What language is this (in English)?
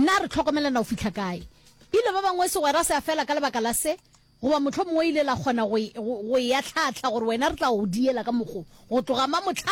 Northern Sotho